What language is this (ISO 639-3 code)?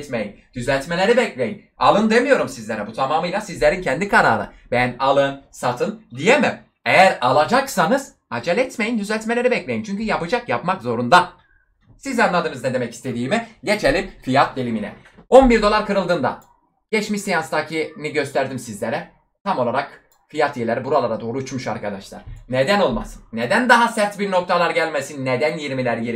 tur